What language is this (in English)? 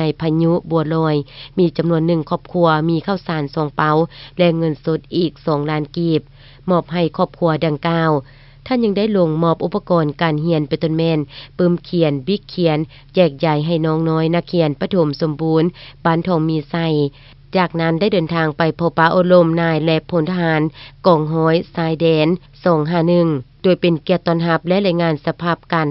Lao